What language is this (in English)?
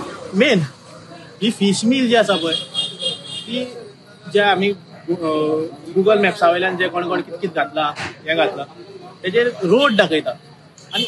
Konkani